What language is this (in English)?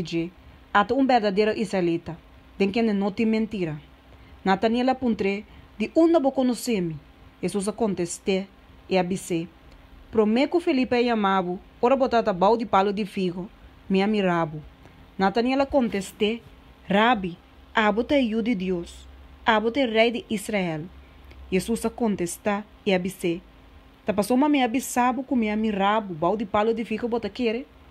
Papiamento